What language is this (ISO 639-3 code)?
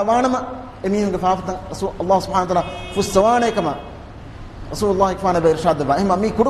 div